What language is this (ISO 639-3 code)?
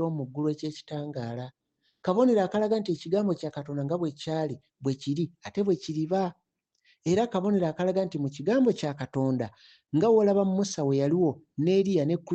lug